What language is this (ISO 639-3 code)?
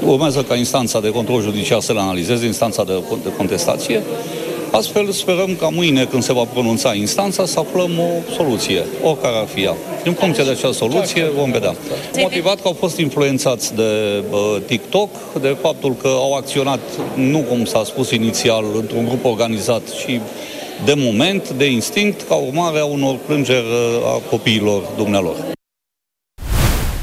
ron